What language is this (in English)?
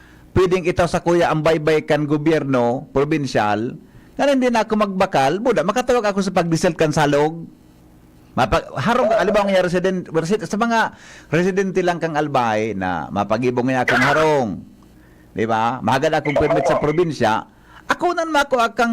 Bikol